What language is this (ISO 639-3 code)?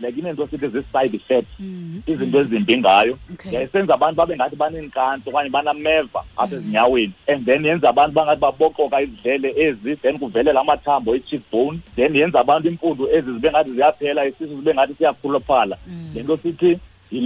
xho